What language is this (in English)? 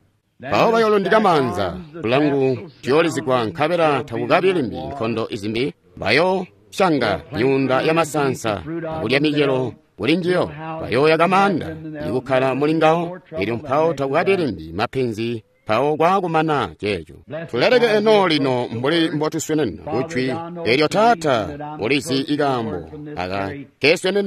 Tonga (Zambia)